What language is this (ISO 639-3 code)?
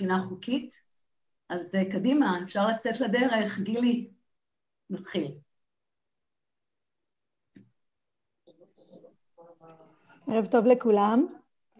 heb